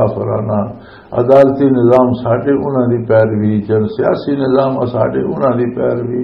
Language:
Western Panjabi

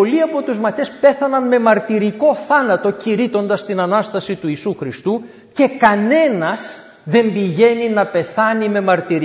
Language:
Greek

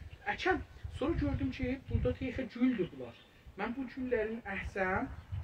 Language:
South Azerbaijani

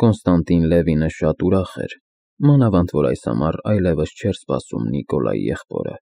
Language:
Armenian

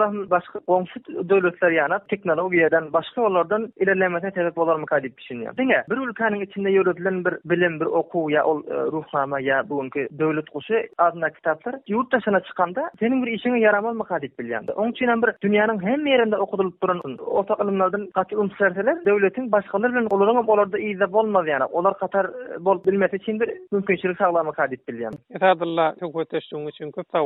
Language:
Turkmen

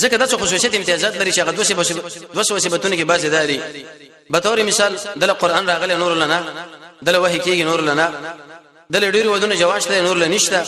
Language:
Pashto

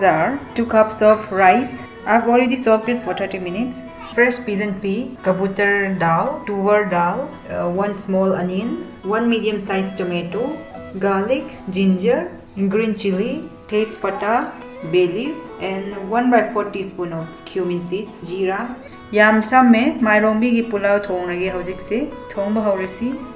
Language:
Manipuri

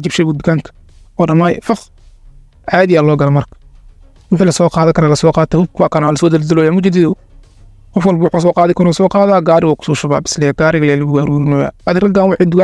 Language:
Somali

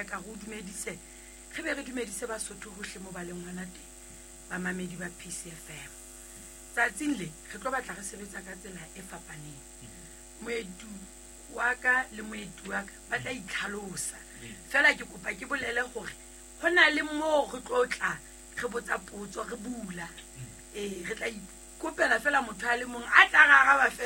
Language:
Southern Sotho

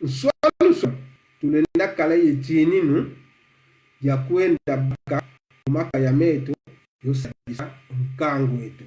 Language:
Kongo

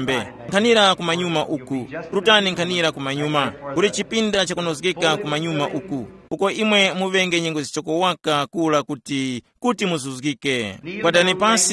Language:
Tumbuka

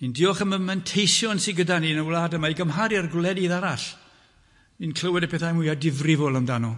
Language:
Welsh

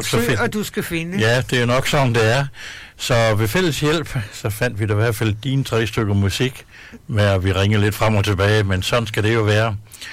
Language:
Danish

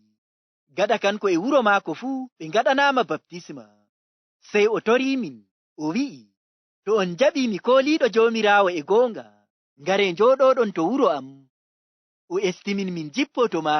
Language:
Fula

